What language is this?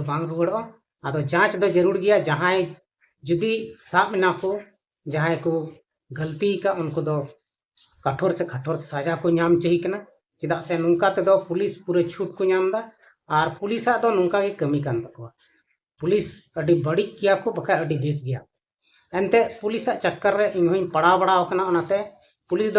Santali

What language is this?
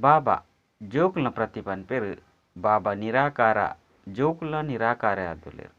Tulu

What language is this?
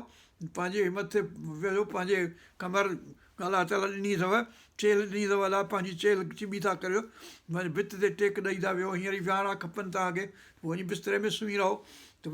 Sindhi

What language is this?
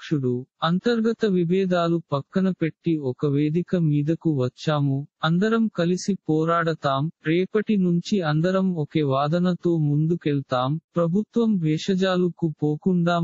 Telugu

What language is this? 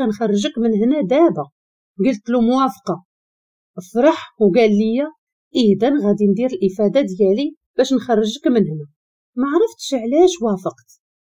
Moroccan Arabic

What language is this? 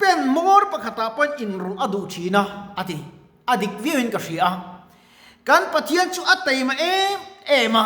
Mizo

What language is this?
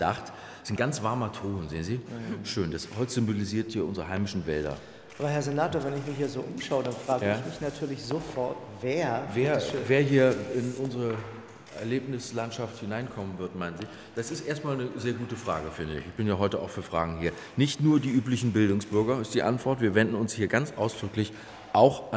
German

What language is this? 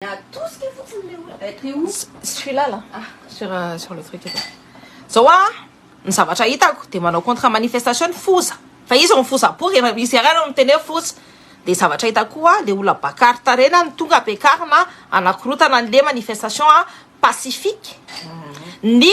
Malagasy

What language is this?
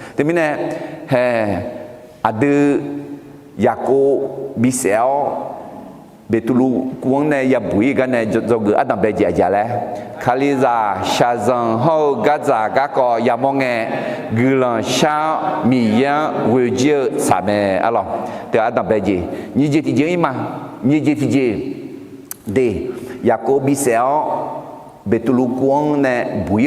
Akha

